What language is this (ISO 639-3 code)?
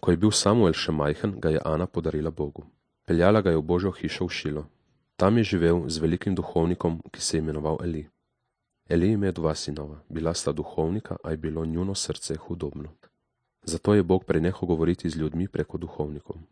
slv